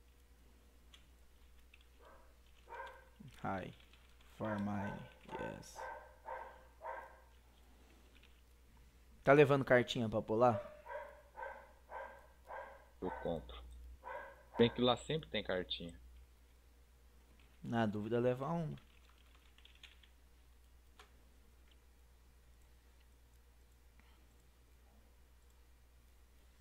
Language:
Portuguese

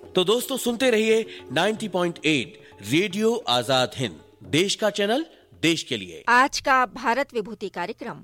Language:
Hindi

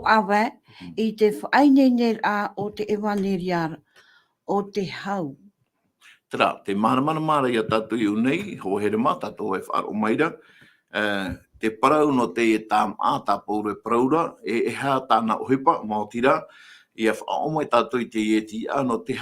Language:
Tahitian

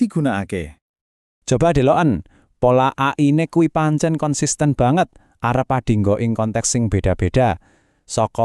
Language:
Javanese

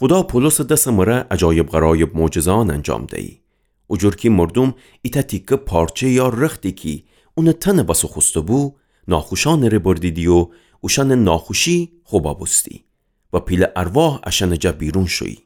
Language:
Gilaki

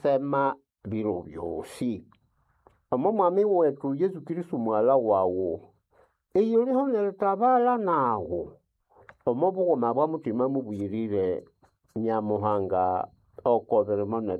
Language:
Nande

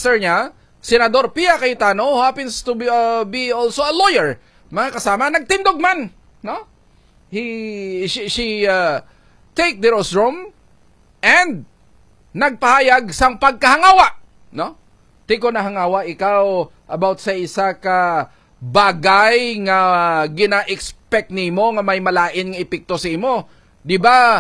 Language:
Hiligaynon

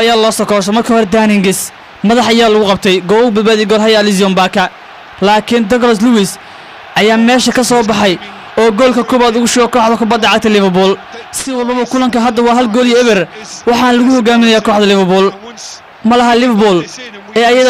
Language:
Somali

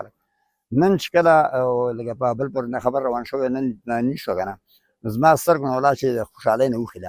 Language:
Pashto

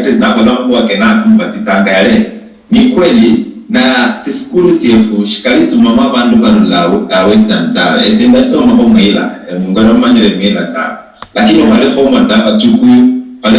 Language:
Luyia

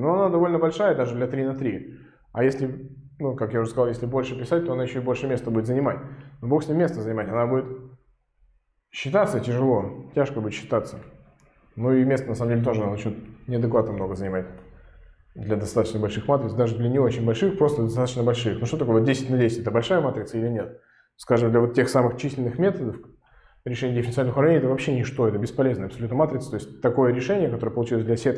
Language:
Russian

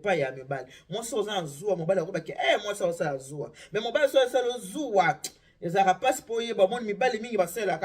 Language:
Lingala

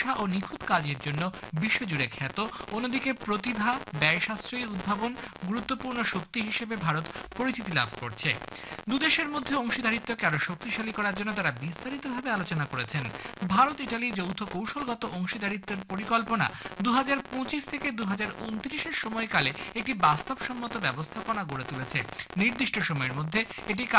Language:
Bangla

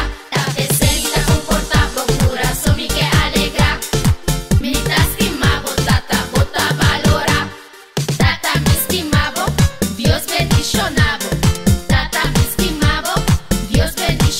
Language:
Papiamento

